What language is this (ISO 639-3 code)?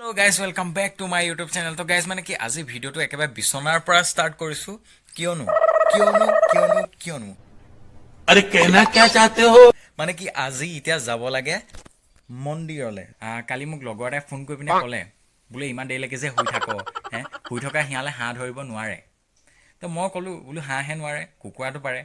asm